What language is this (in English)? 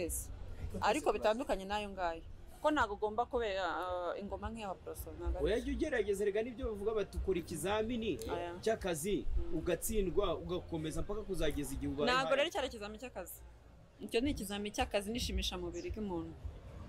Kinyarwanda